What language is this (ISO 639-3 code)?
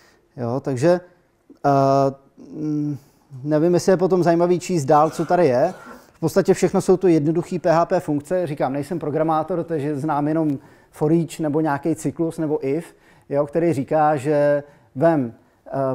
ces